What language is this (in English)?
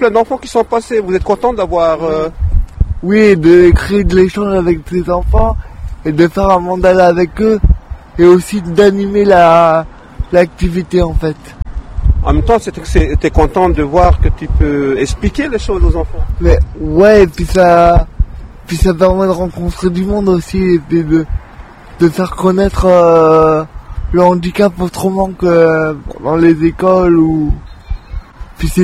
French